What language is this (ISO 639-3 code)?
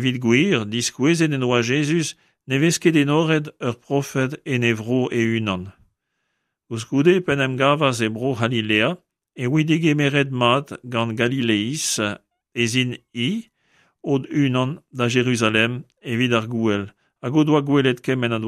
bre